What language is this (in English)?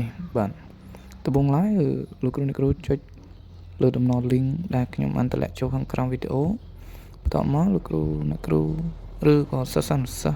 Khmer